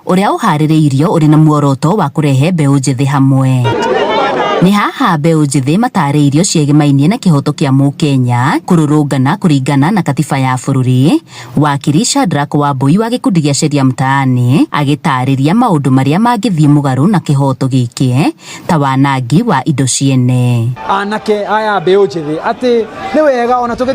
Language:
Kikuyu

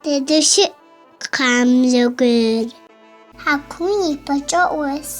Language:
Adyghe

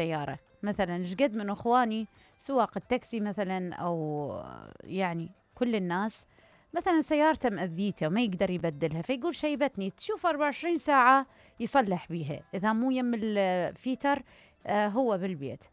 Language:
Mesopotamian Arabic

